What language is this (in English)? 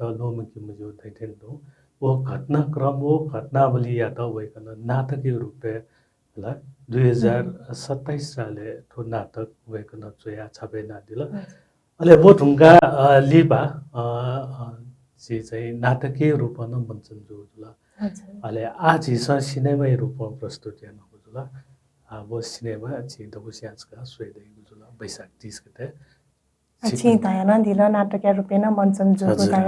Newari